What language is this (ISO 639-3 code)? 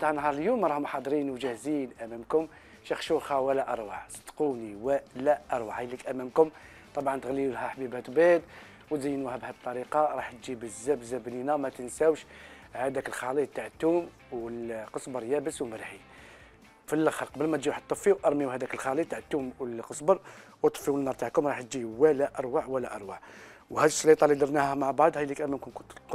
arq